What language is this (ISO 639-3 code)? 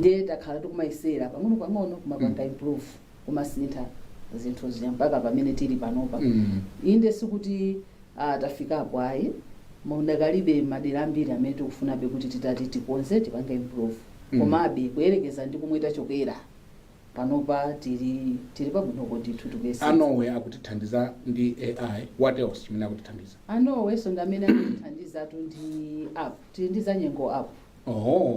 nya